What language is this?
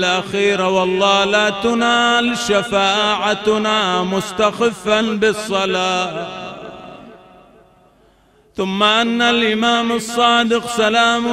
Arabic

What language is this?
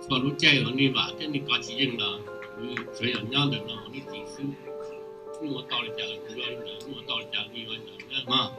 Hmong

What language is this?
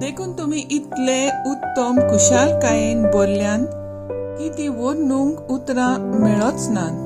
Konkani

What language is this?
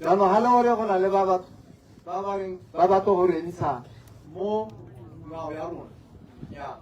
Tswana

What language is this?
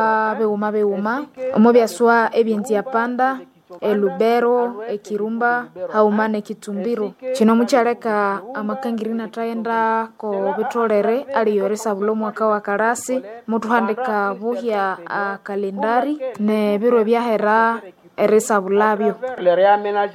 Nande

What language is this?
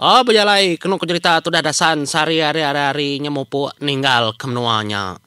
Iban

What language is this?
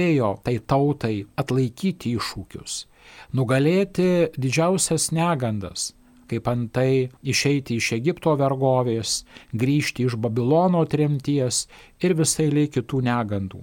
Lithuanian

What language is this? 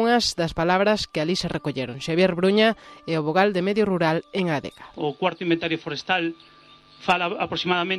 Galician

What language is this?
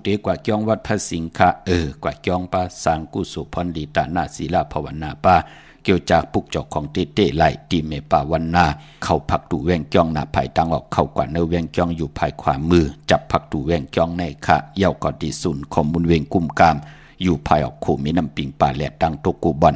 Shan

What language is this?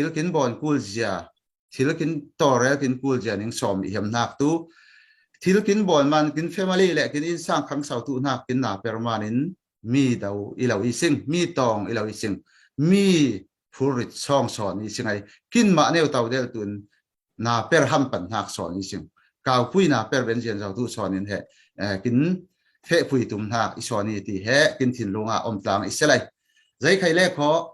Falam Chin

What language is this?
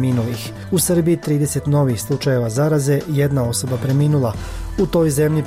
Bosnian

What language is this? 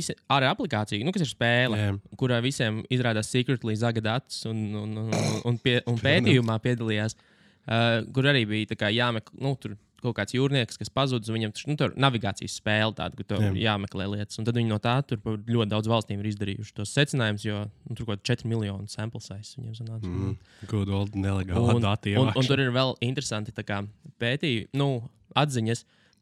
Latvian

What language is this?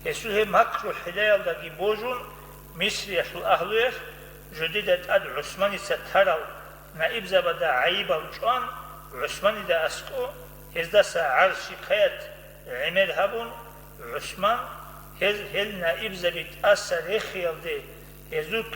Avaric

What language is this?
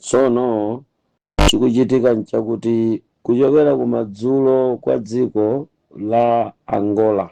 Nyanja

